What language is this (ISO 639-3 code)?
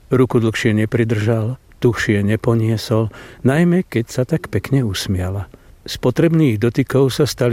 slk